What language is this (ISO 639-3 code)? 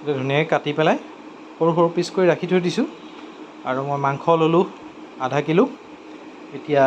asm